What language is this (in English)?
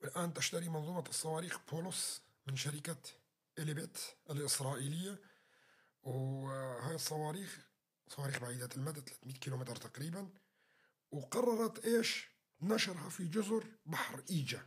North Levantine Arabic